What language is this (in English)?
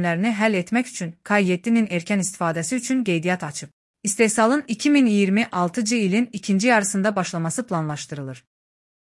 Azerbaijani